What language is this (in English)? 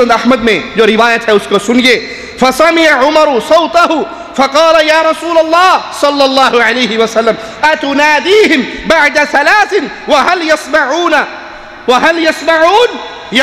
Urdu